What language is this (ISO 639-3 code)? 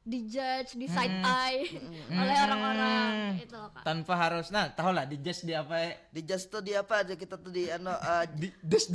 bjn